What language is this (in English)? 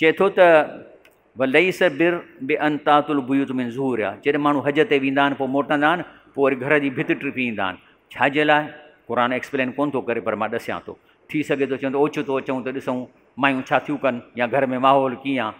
Sindhi